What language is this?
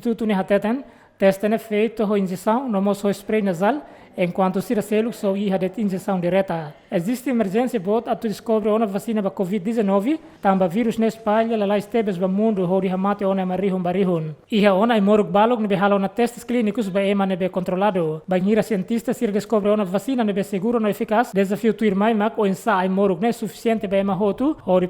Tetum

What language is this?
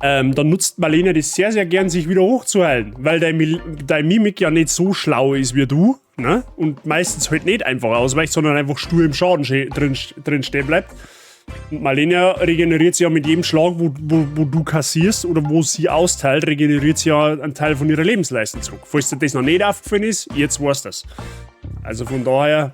Bavarian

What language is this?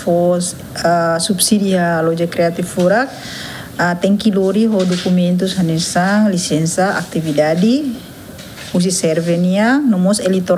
Tetum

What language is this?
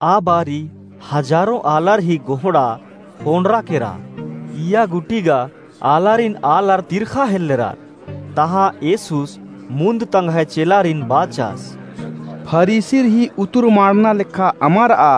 Kurukh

